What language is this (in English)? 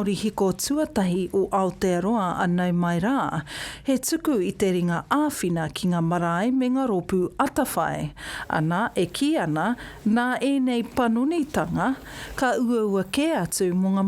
Māori